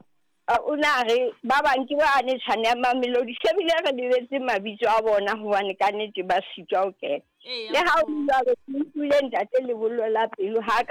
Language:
Southern Sotho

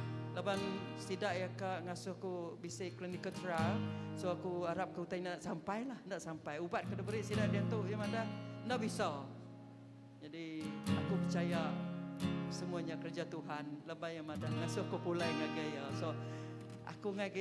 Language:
Iban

